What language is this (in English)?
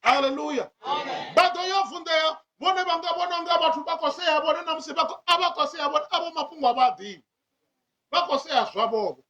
Venda